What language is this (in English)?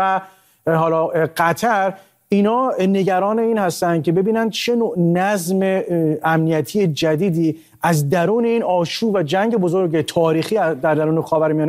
Persian